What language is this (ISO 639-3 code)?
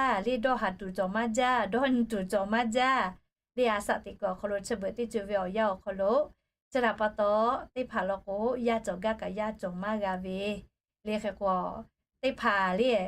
lhu